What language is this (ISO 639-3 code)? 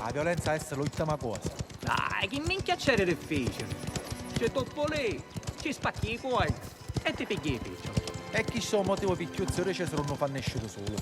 scn